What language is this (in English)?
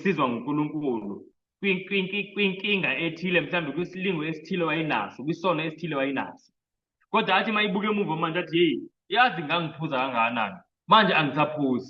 Zulu